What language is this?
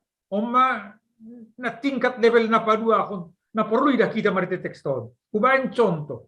Batak Simalungun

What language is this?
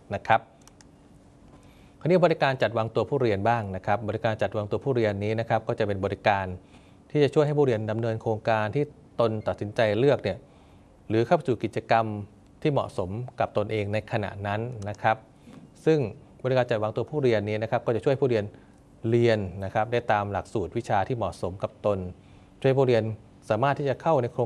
Thai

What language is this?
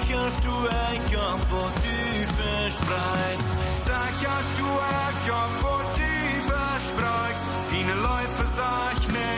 Plautdietsch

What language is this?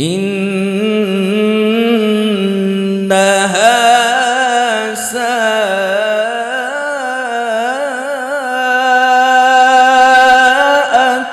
Madurese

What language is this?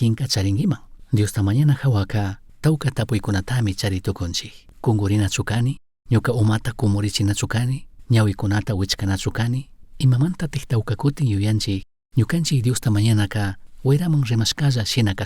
Chimborazo Highland Quichua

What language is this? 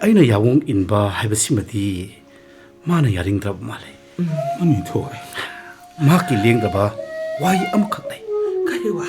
Manipuri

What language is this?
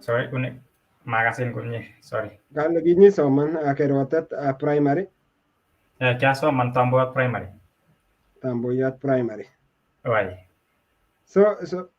Kalenjin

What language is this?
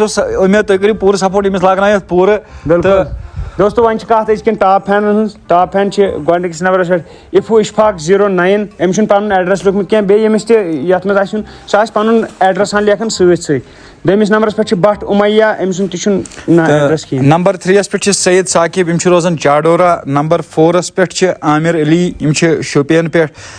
Kashmiri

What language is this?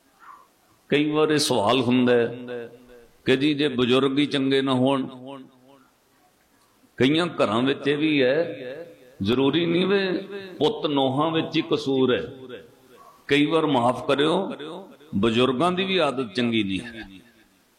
Punjabi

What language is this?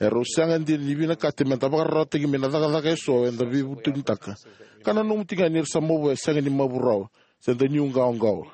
Fijian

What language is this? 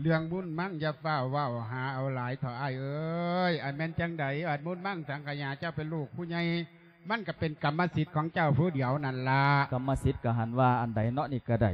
Lao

